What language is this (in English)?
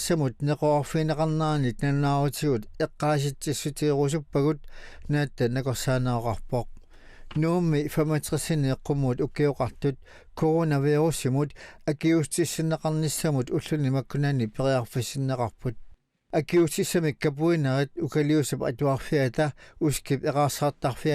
Kalaallisut